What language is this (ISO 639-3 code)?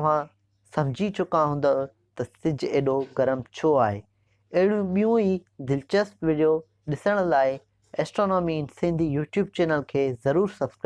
snd